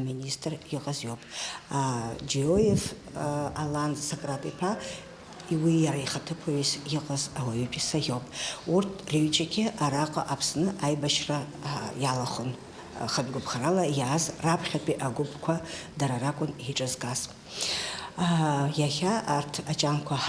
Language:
Abkhazian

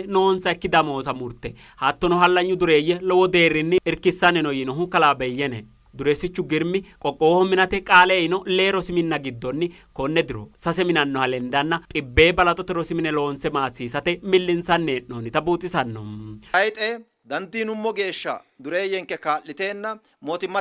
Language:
Sidamo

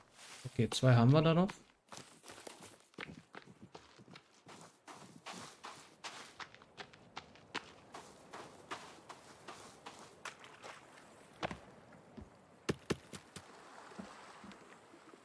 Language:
German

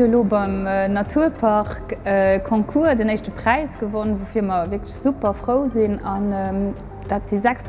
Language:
Luxembourgish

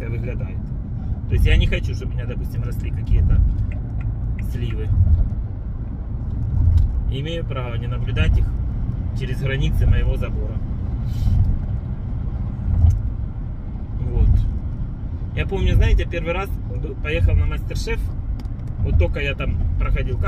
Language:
Russian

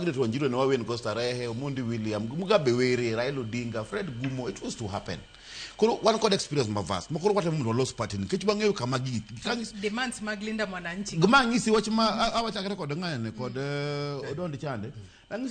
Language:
Luo (Kenya and Tanzania)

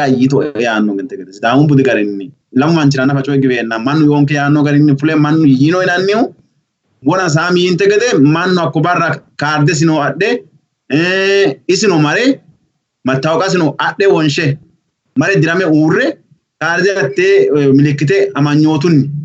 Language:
Sidamo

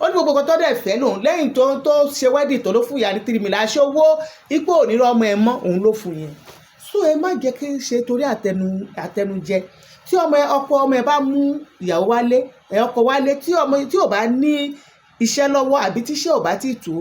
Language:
Yoruba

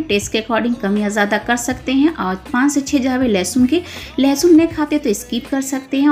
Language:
Hindi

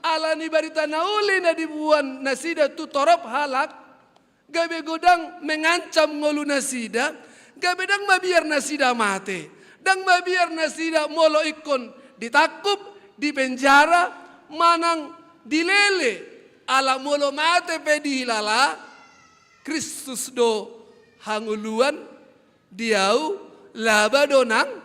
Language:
Batak Toba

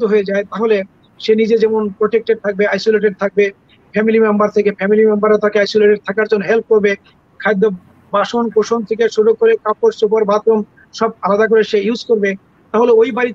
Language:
Bangla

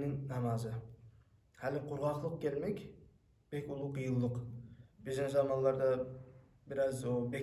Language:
Kumyk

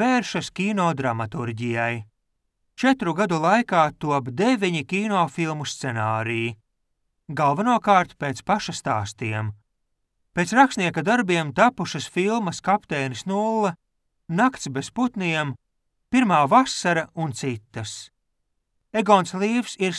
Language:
Latvian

